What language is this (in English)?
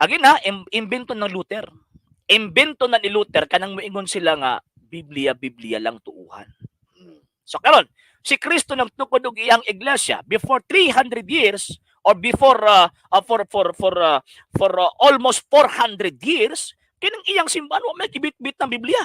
Cebuano